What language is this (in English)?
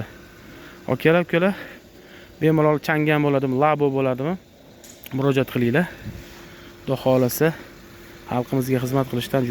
Uzbek